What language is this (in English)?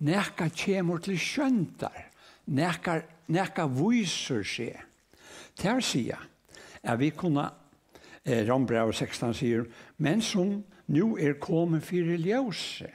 Faroese